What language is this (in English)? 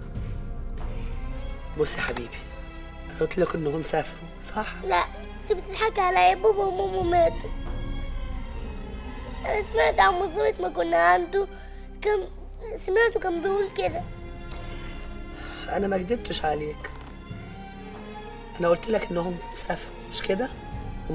Egyptian Arabic